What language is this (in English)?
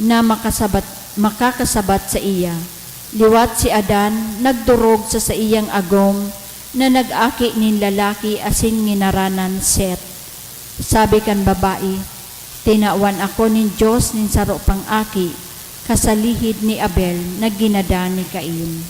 Bikol